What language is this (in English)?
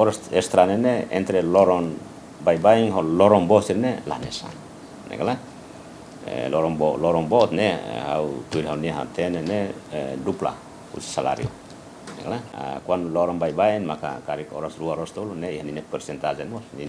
Tetum